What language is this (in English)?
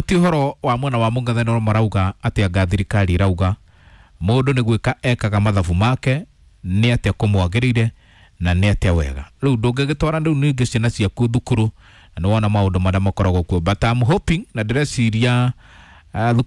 Kikuyu